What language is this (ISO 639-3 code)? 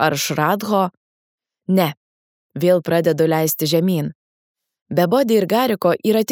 lit